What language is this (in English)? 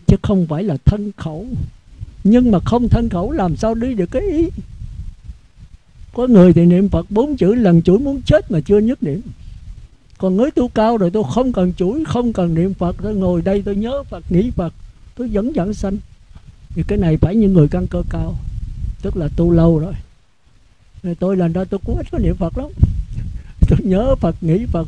Vietnamese